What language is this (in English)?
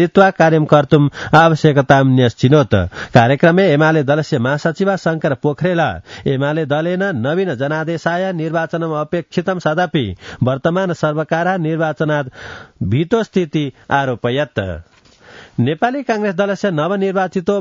Sanskrit